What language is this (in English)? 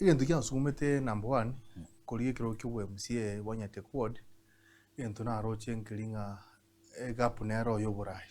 Gusii